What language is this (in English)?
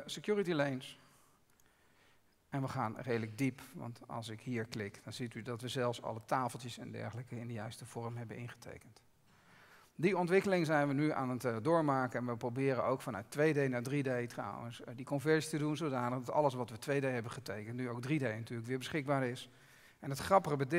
Dutch